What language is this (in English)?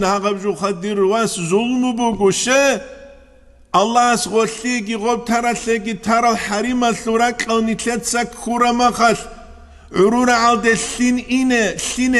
Avaric